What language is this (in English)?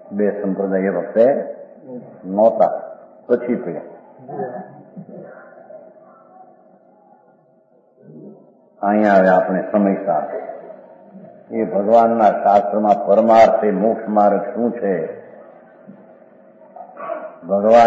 Gujarati